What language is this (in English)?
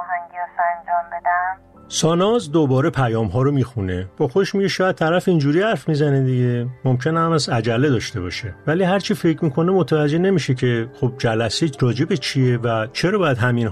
Persian